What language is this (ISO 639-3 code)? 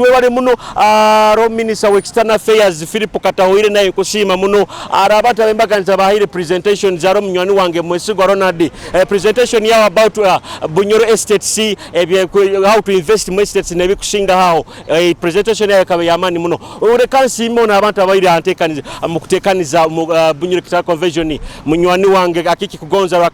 nyo